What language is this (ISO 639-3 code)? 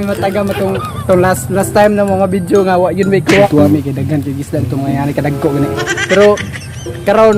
ceb